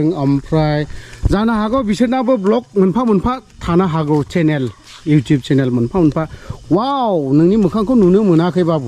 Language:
Bodo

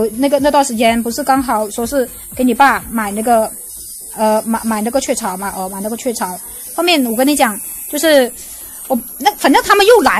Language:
Chinese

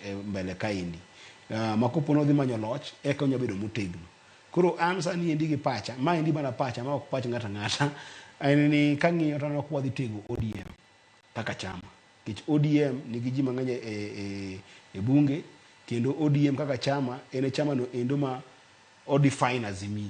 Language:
Luo (Kenya and Tanzania)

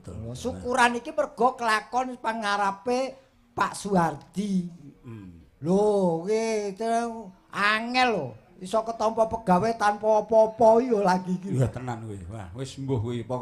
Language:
Javanese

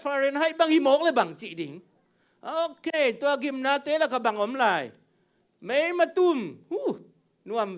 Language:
Tedim Chin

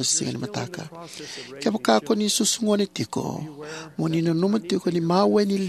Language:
Fijian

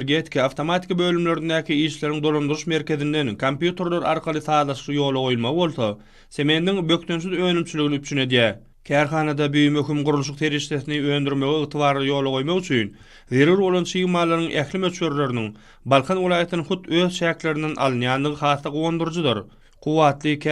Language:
Turkmen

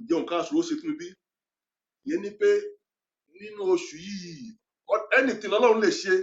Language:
Yoruba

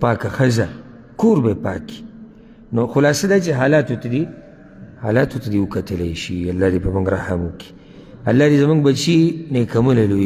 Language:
Pashto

